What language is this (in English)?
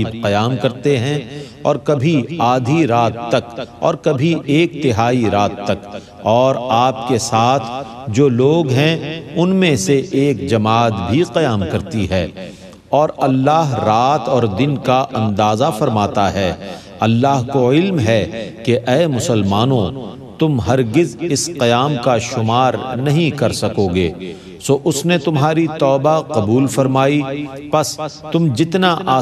Urdu